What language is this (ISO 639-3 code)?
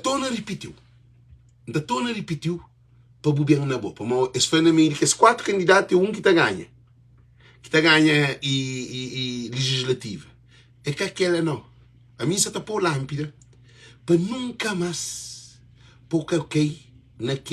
kea